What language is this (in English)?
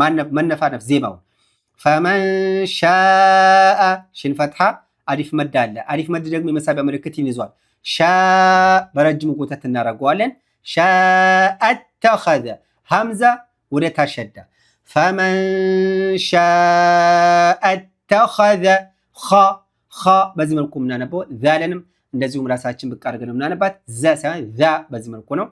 Amharic